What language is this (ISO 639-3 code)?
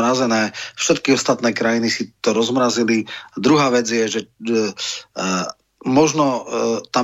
slk